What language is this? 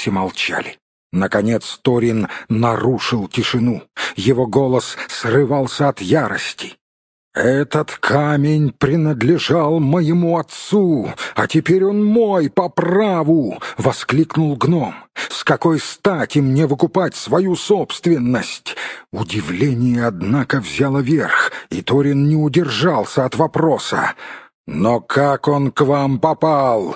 Russian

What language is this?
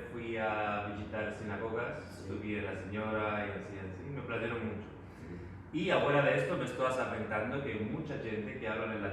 Ladino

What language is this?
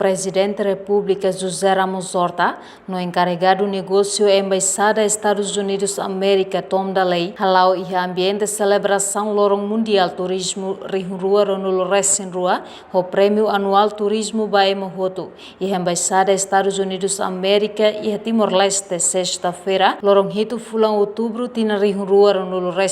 Tetum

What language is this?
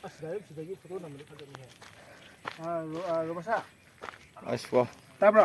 Manipuri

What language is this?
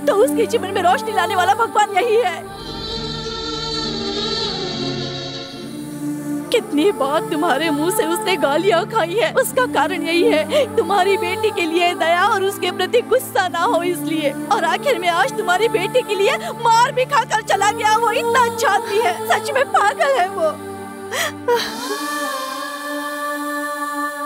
Hindi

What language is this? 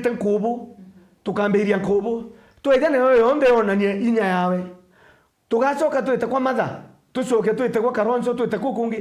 Meru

